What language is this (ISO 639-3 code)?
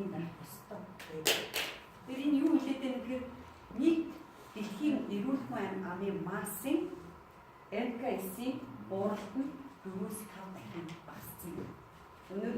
mon